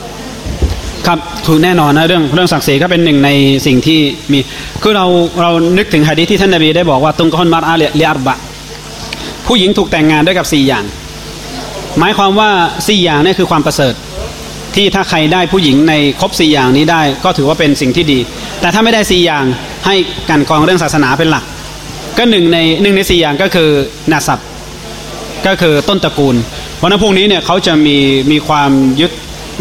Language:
Thai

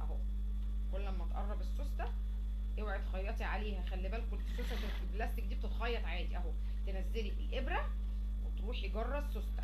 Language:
Egyptian Arabic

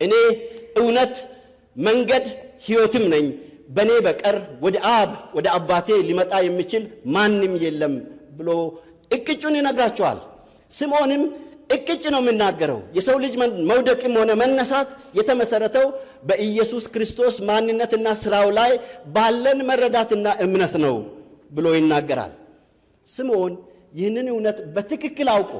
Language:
Amharic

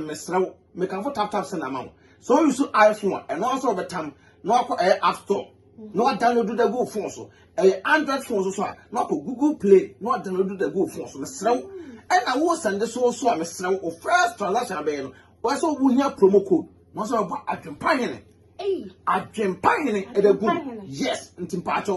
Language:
Akan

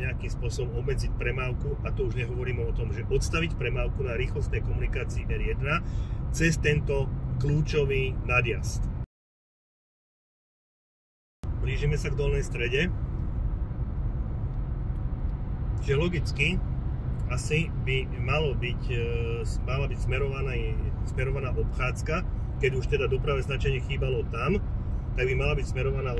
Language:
Slovak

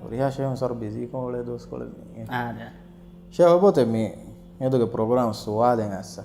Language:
Divehi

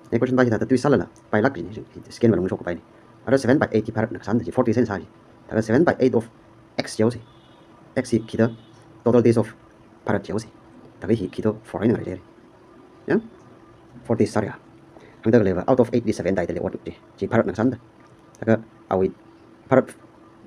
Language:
Tangkhul Naga (India)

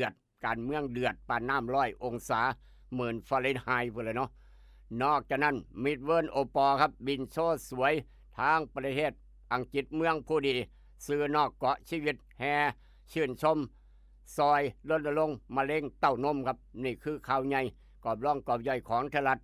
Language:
Northeastern Thai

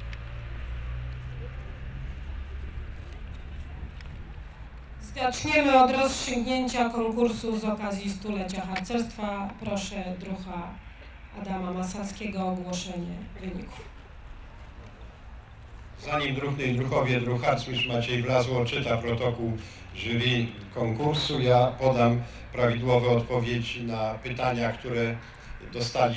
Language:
Polish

